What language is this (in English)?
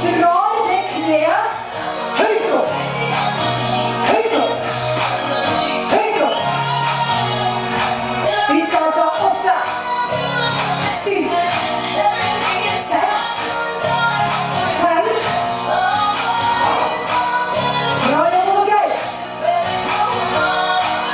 Norwegian